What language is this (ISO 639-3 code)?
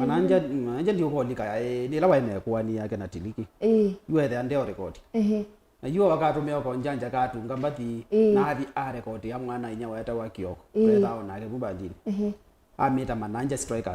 kam